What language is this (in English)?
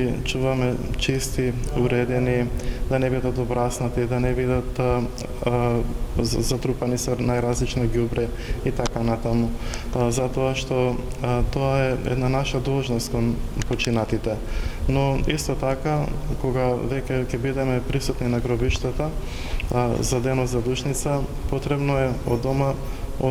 Macedonian